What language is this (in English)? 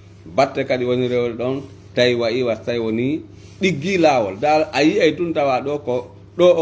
Fula